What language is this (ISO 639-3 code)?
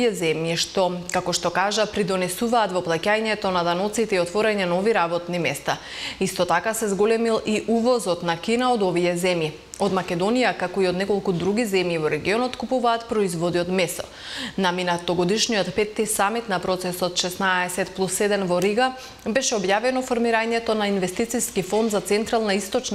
mkd